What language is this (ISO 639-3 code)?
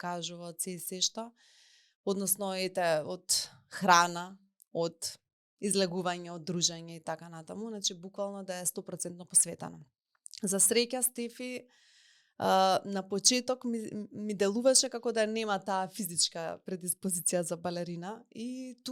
mkd